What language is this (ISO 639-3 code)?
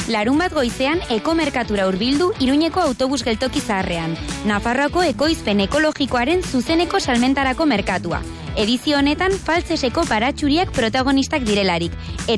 eus